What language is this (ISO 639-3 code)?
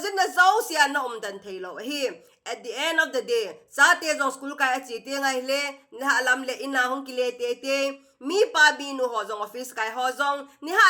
tcz